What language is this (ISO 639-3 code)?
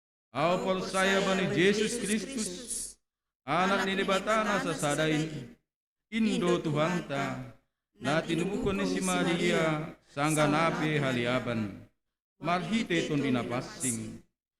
bts